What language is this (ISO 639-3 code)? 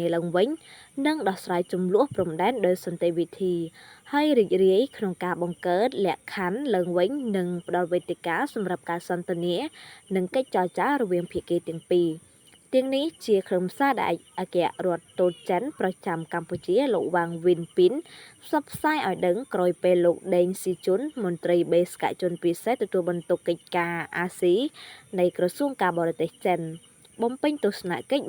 khm